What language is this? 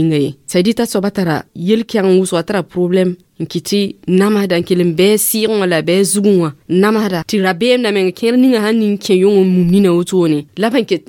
Mossi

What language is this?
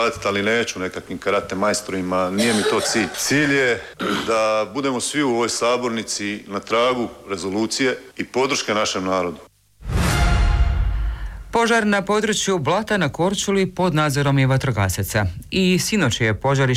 Croatian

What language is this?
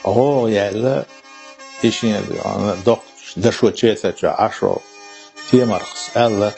Chechen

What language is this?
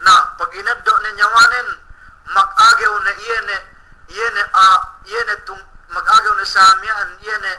Yakan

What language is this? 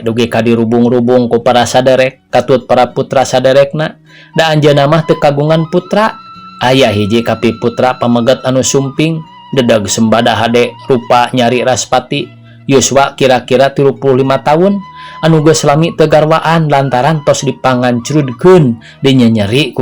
Sundanese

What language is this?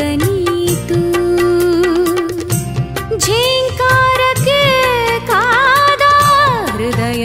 Kannada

